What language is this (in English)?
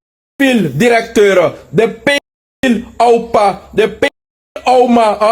Sranan Tongo